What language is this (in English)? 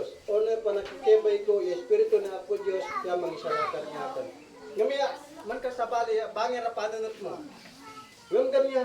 Isnag